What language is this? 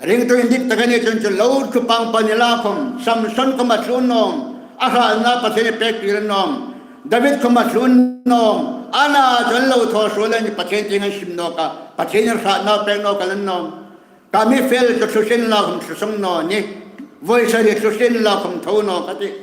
Hmar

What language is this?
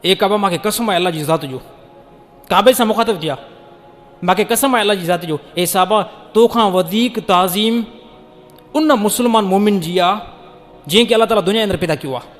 Sindhi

